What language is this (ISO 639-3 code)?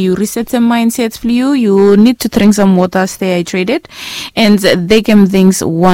bis